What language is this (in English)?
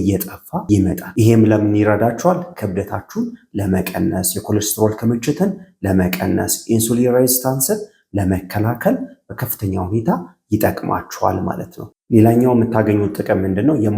Amharic